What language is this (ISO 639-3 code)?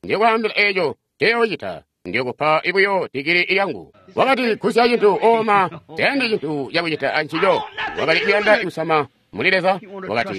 toi